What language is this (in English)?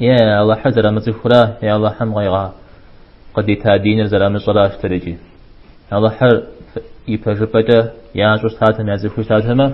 Kabardian